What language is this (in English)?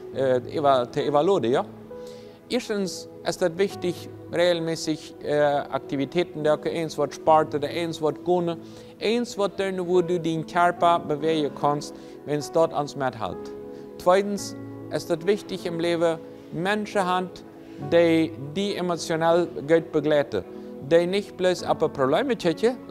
Plautdietsch